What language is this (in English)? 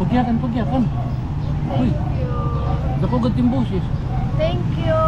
Waray